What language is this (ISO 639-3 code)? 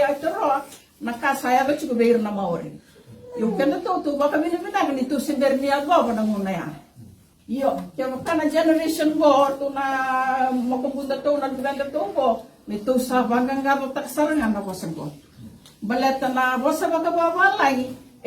fij